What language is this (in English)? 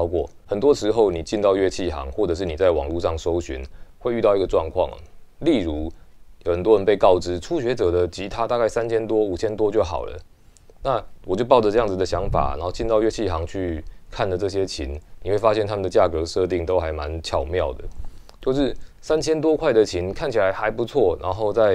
Chinese